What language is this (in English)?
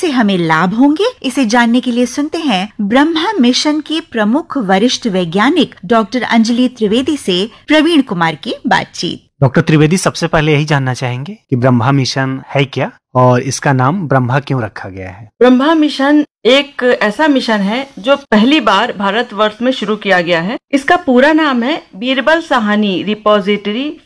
Hindi